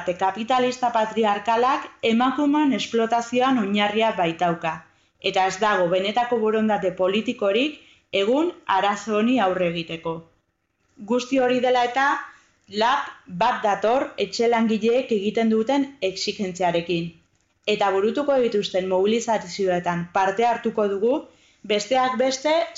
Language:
Basque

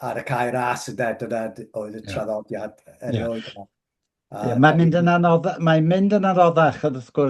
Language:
Welsh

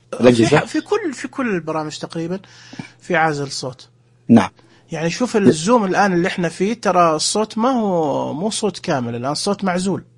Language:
Najdi Arabic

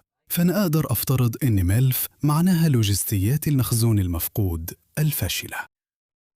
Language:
Egyptian Arabic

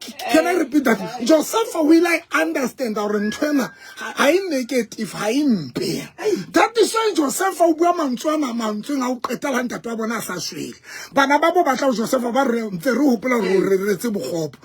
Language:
Southern Sotho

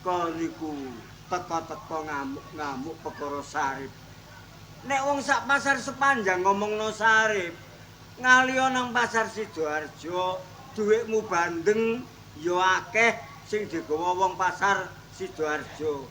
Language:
Javanese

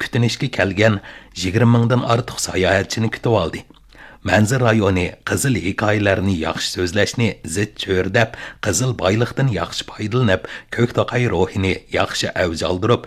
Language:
Uyghur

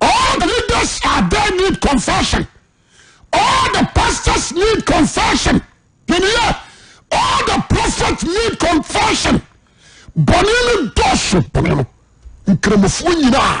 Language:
Akan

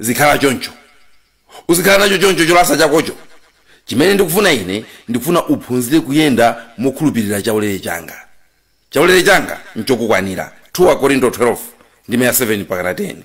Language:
Nyanja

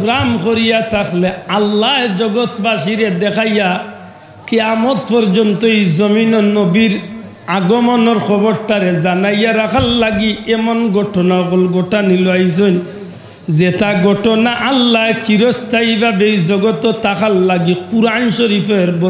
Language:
Sylheti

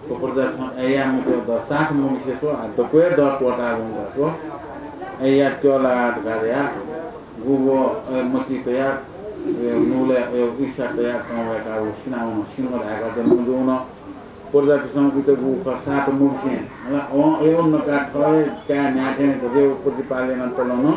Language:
Newari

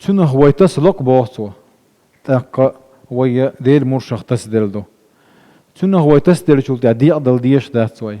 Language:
Chechen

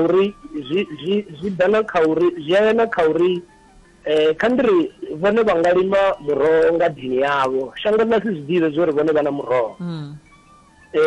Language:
Venda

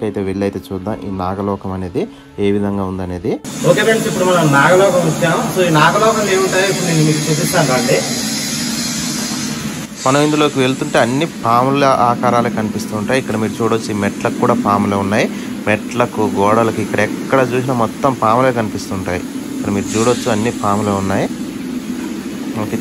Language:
Telugu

